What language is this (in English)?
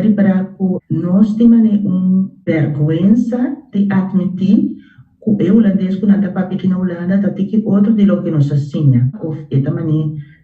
Papiamento